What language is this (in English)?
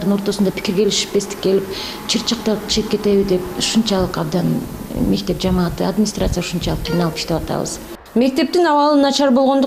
Kyrgyz